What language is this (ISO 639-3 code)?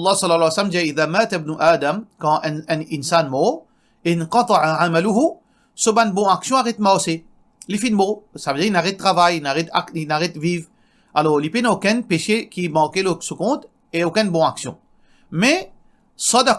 mfe